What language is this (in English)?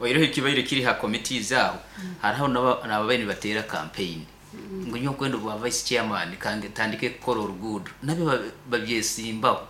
Nyankole